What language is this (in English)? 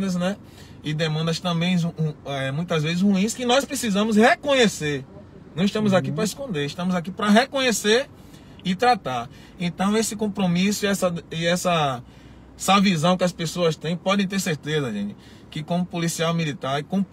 Portuguese